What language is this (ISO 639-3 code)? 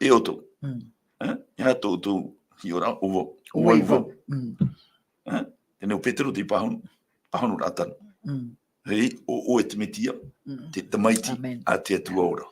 tah